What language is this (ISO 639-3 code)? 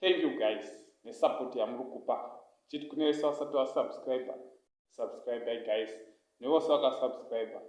sna